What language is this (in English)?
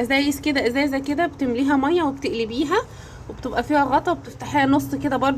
Egyptian Arabic